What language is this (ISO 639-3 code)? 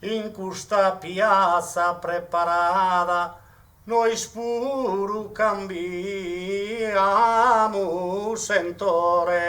srd